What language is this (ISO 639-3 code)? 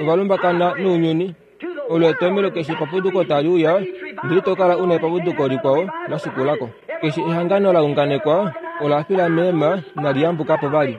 kua